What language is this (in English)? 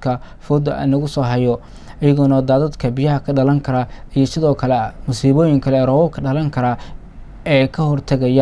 Somali